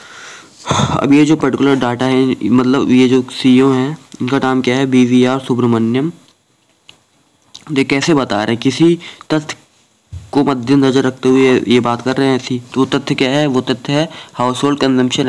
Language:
Hindi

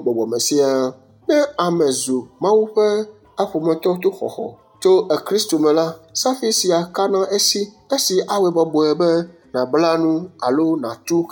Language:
Ewe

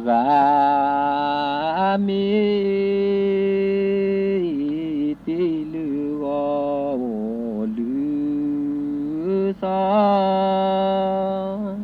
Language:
Lahu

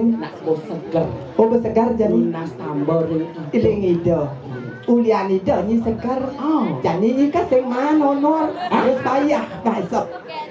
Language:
Balinese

